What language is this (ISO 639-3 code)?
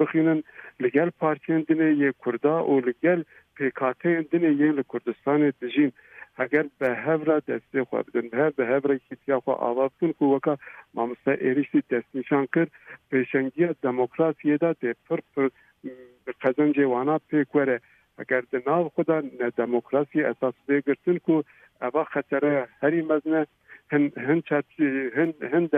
kur